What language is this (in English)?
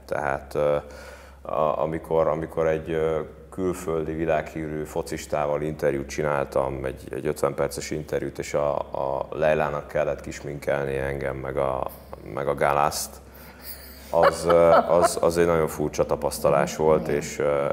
Hungarian